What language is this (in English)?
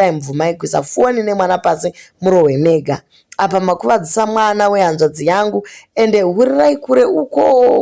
Shona